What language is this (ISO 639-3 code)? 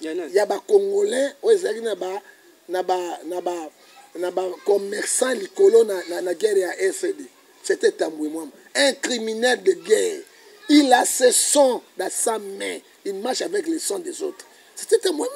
lin